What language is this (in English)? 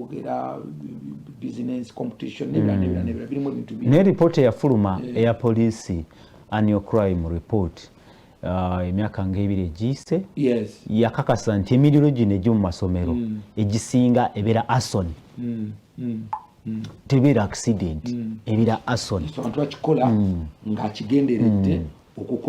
Ganda